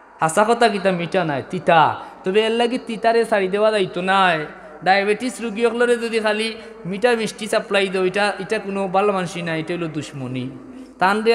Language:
Sylheti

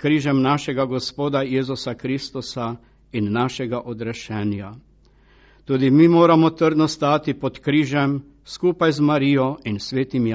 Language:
Slovenian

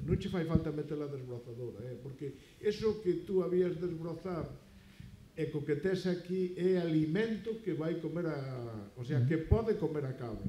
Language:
Galician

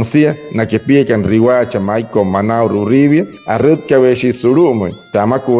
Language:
Wayuu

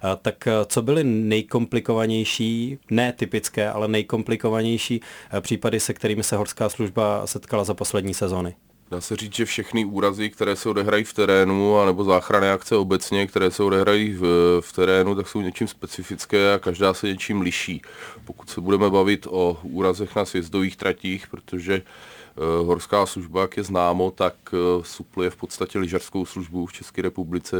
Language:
Czech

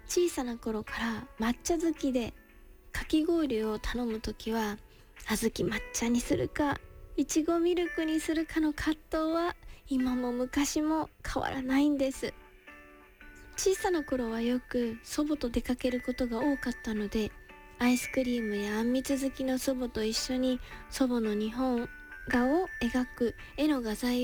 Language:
Japanese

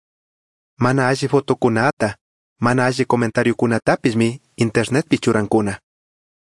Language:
Chimborazo Highland Quichua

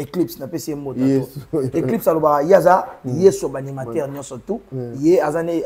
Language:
Lingala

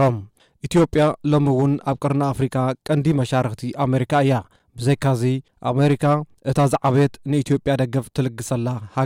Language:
Tigrinya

